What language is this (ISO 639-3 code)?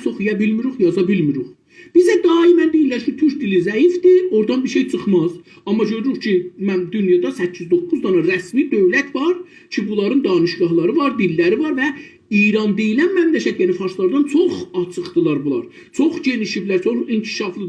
azb